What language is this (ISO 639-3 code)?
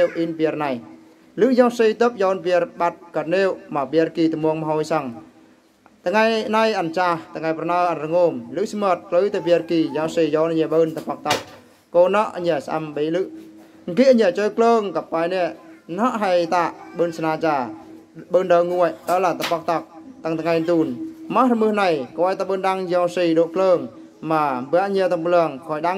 bru